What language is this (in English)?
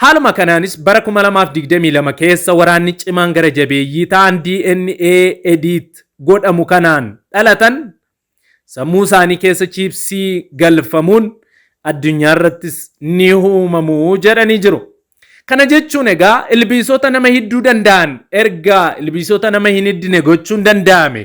Oromo